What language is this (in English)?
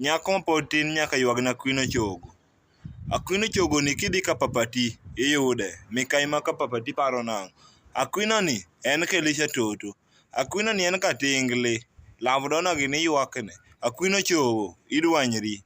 Luo (Kenya and Tanzania)